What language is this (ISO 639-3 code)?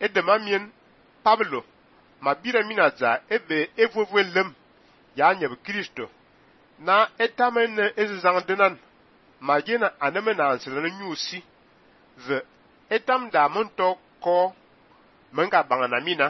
fan